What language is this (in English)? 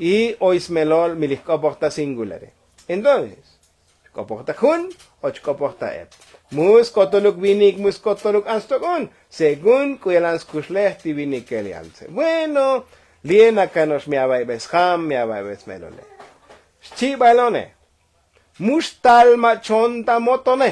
Tzotzil